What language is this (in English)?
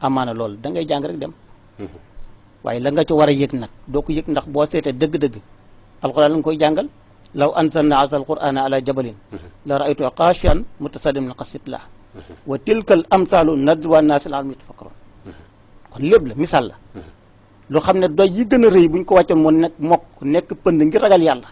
Wolof